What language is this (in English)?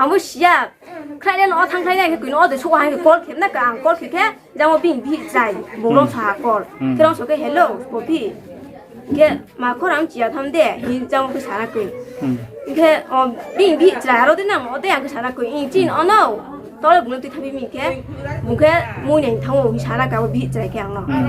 Riang (India)